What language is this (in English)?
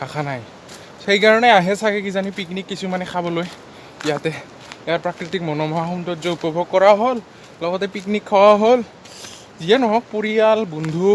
Assamese